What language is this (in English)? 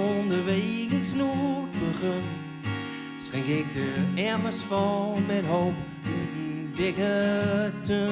Gronings